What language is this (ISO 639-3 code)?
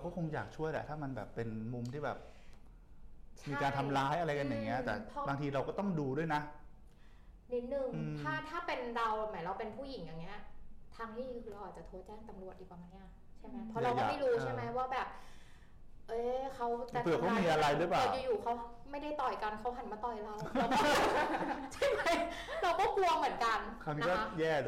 tha